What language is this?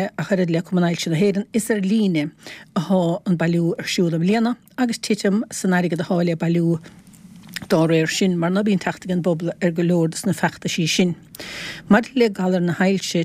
Irish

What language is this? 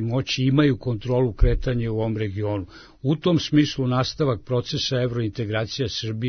Serbian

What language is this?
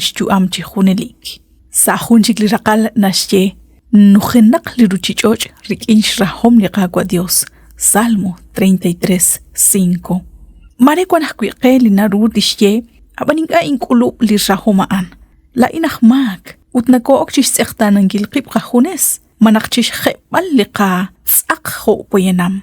Kekchí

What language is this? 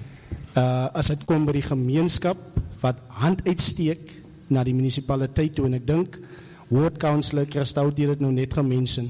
Afrikaans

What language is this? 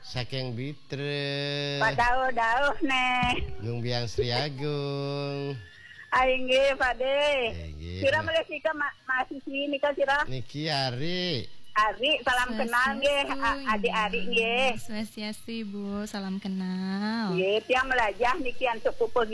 Balinese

